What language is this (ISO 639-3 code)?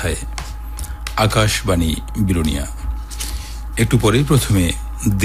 ben